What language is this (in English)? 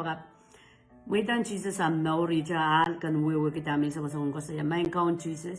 Pohnpeian